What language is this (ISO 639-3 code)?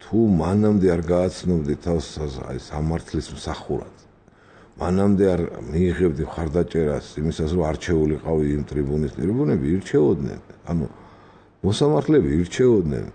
kat